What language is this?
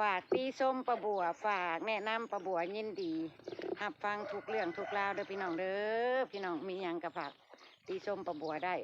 Northeastern Thai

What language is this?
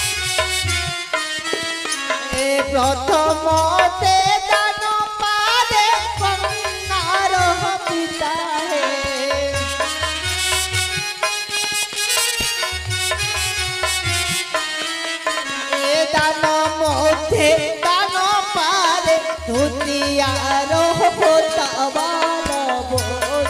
Bangla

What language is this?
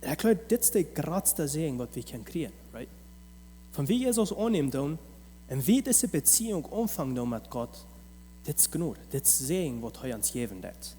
Plautdietsch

